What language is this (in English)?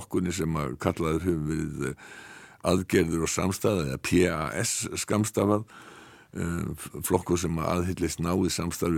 Icelandic